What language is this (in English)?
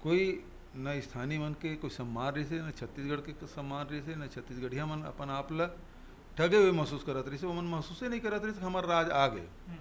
Chhattisgarhi